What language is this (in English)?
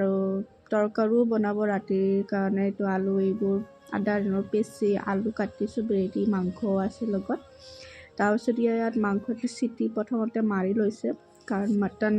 Assamese